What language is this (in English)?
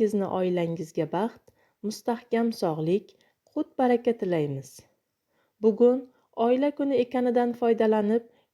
Uzbek